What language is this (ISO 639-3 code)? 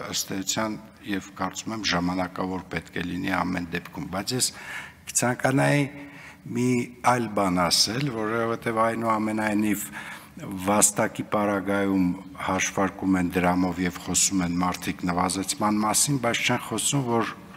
hye